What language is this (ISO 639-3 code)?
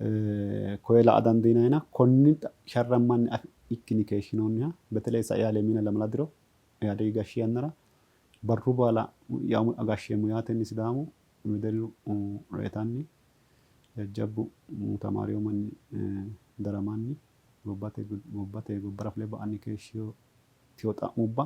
sid